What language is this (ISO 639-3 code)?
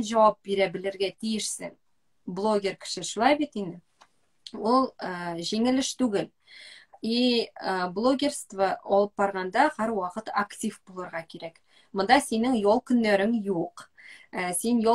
tat